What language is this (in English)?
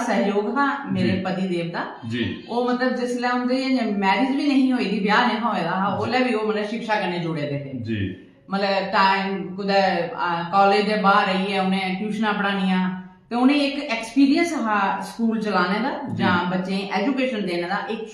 Dogri